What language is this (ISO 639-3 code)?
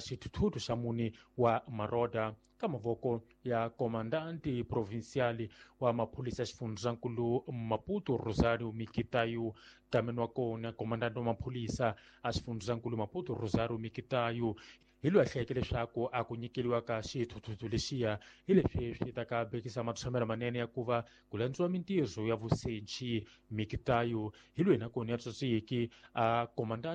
tso